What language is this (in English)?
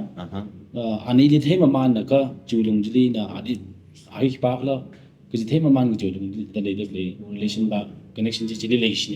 Tangkhul Naga (India)